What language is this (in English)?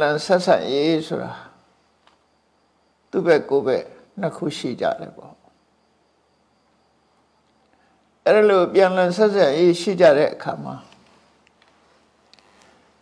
Burmese